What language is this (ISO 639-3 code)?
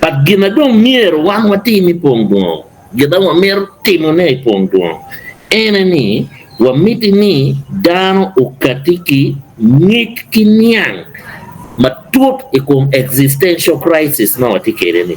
ach